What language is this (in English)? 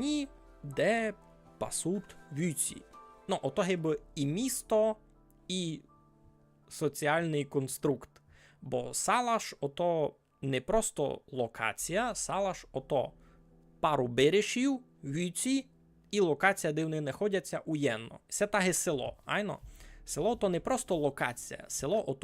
Rusyn